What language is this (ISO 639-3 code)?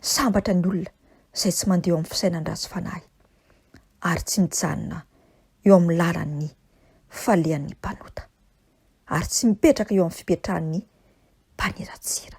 mlg